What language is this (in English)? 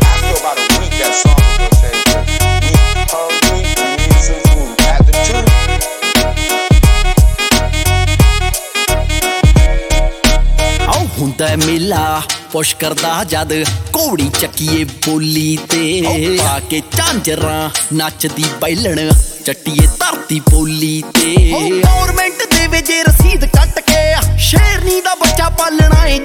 Punjabi